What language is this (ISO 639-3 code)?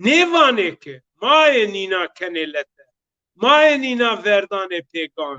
zza